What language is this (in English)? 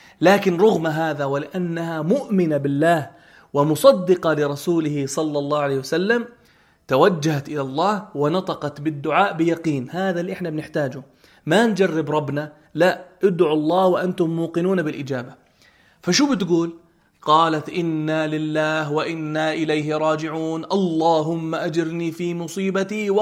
North Levantine Arabic